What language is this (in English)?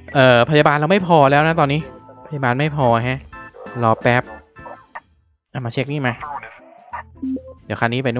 Thai